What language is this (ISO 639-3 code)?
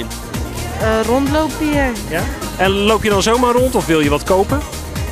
nld